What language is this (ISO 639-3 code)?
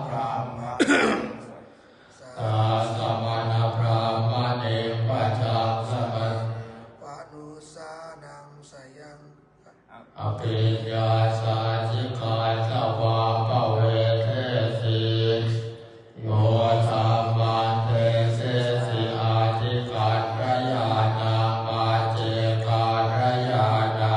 pli